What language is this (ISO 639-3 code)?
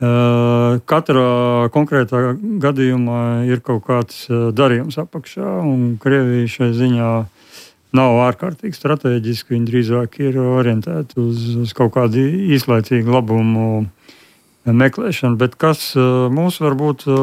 lav